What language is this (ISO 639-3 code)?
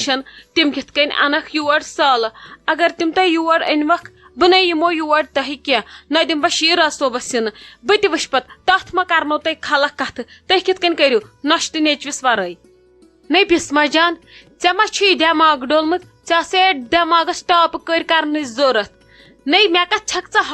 kas